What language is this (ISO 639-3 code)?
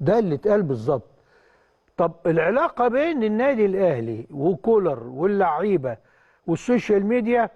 arz